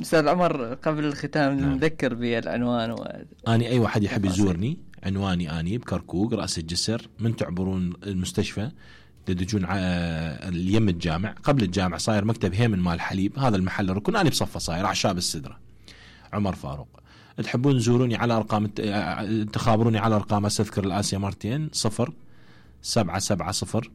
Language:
Mesopotamian Arabic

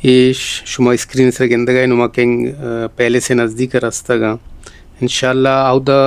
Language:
Baluchi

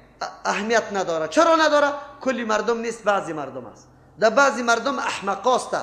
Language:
Persian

